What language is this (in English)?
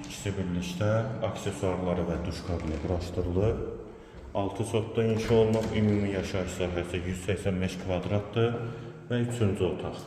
Azerbaijani